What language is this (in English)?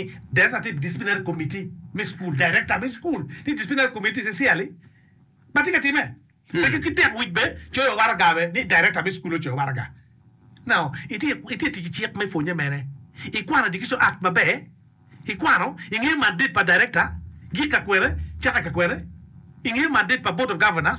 Acoli